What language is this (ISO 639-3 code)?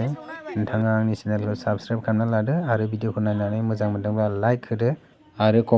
brx